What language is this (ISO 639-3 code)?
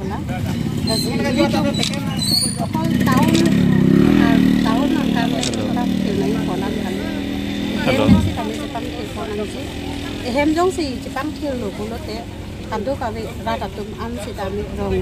mjw